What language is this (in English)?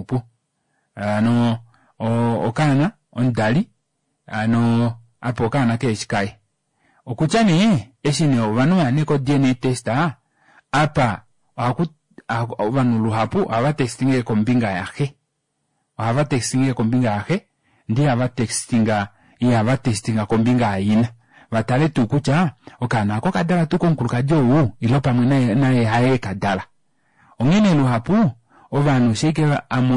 Kuanyama